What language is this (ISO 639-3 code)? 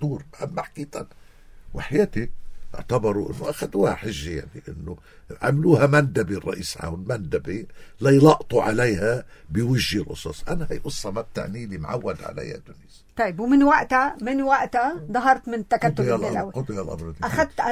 apc